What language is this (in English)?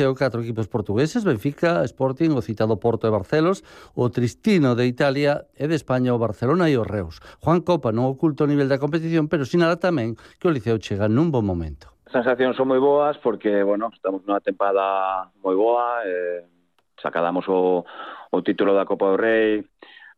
Galician